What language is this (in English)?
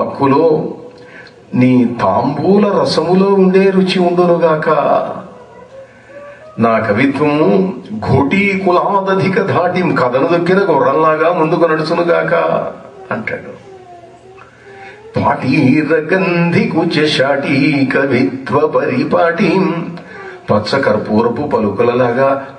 Telugu